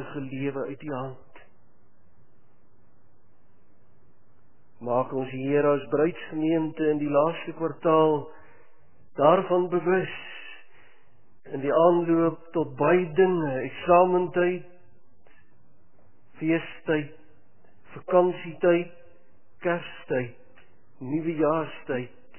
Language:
Afrikaans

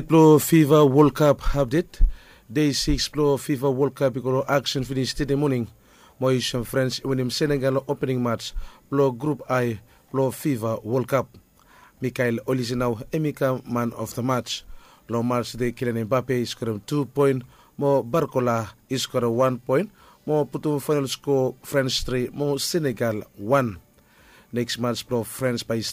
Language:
Bislama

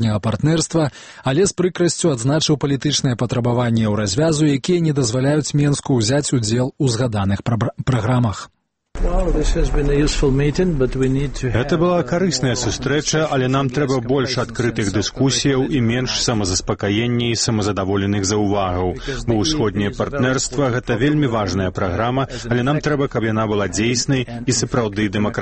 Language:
Belarusian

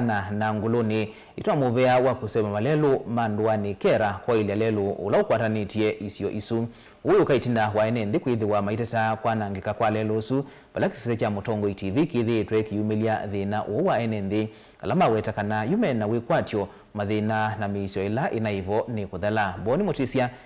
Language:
Kamba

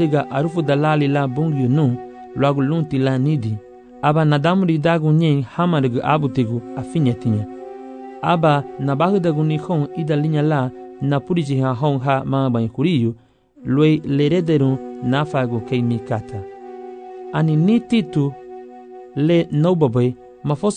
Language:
Garifuna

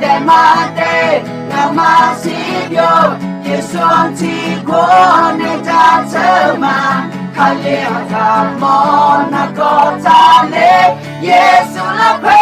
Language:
Akha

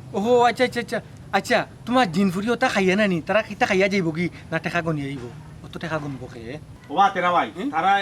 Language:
Sylheti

